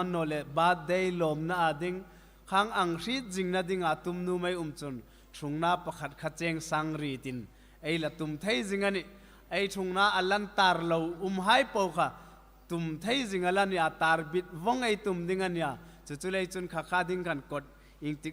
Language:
Hmar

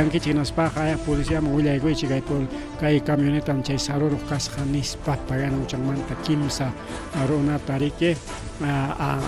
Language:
Ayacucho Quechua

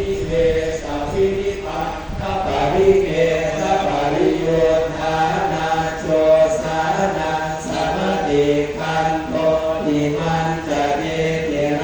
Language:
Pali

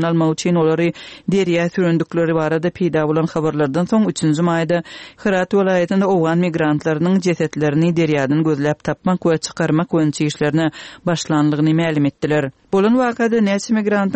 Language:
Turkmen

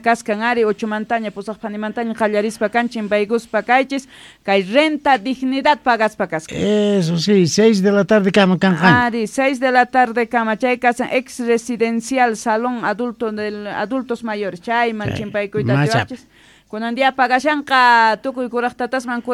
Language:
Quechua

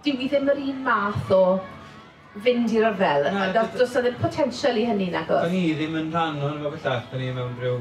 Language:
Welsh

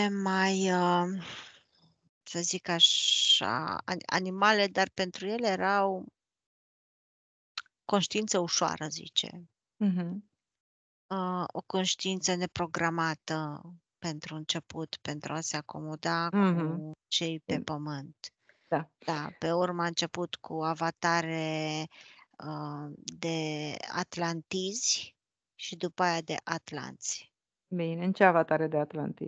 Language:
Romanian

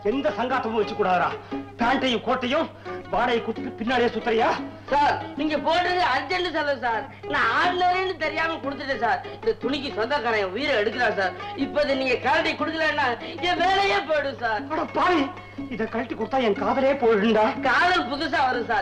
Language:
Tamil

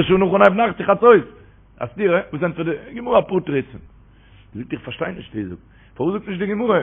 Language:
Yiddish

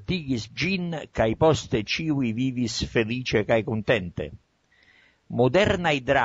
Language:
Esperanto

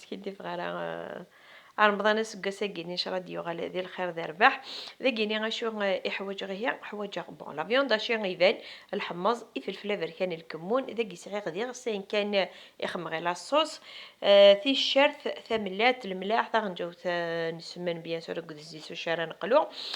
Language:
Kabyle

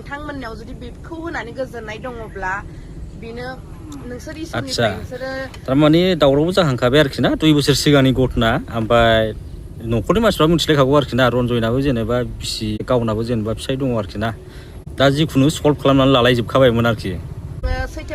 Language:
Bodo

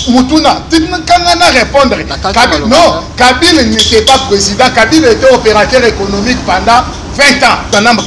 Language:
Lingala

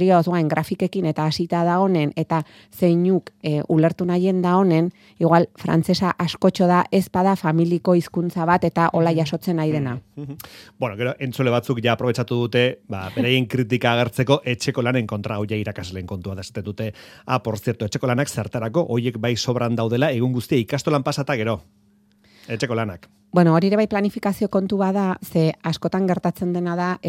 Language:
Basque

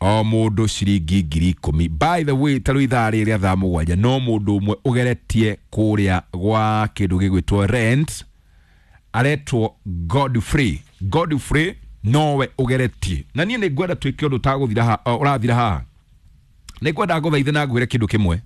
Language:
Kikuyu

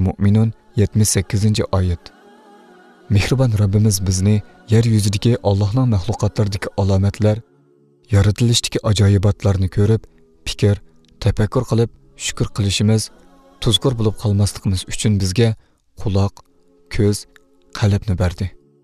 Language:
Uyghur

